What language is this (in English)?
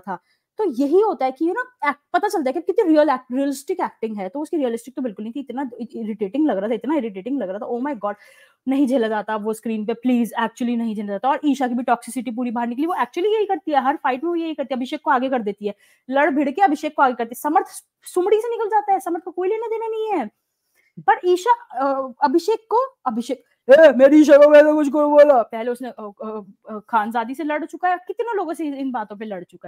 Hindi